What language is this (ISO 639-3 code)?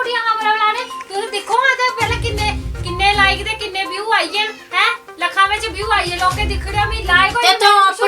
doi